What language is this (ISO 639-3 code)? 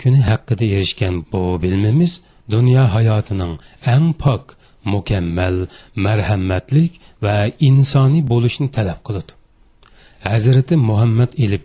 uig